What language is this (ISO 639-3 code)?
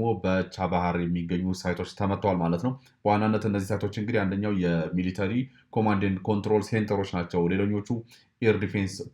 amh